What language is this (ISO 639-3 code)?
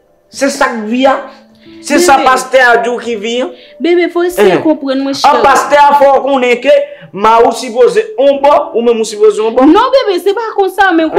hat